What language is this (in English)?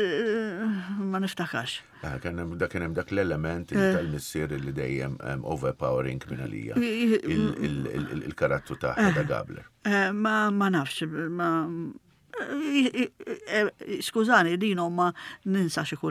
Maltese